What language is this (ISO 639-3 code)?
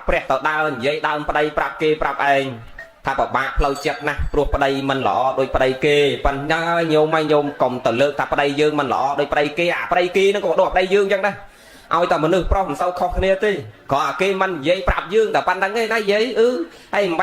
khm